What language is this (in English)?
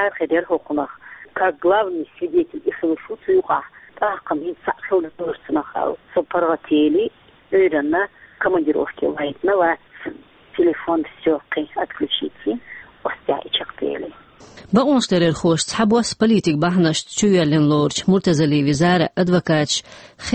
Chechen